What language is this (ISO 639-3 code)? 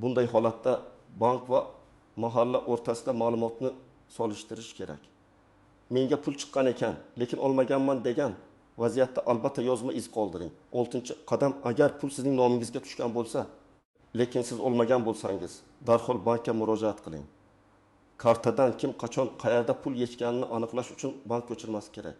uzb